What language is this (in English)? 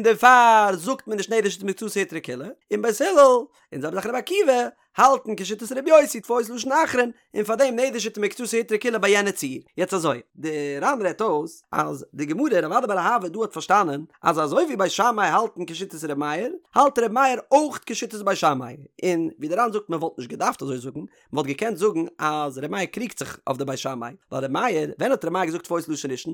Yiddish